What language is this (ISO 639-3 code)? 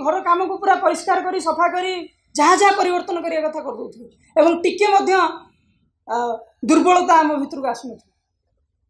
ori